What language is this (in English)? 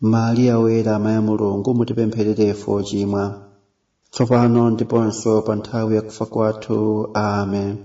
Nyanja